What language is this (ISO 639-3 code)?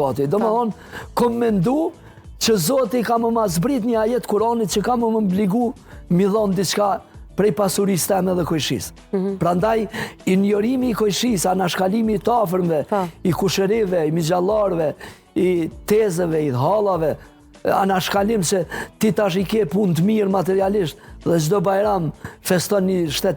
sqi